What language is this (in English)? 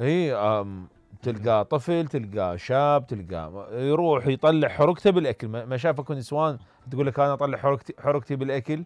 Mesopotamian Arabic